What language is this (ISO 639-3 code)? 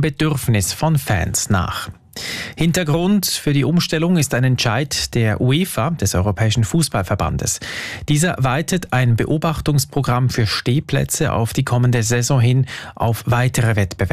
deu